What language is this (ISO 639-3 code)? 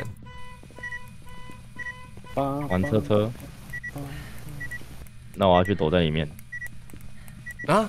zho